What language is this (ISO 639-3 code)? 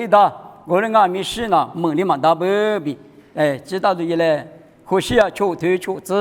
lis